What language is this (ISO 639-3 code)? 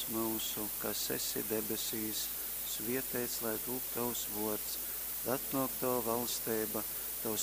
ltg